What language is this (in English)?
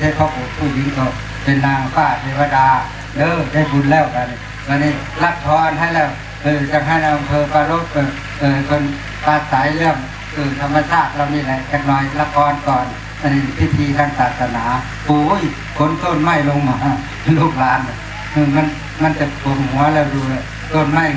Northeastern Thai